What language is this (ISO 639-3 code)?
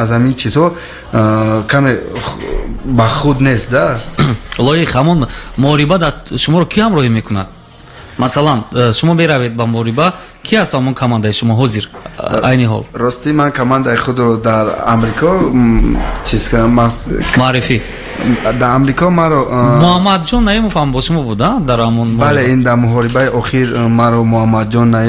tgk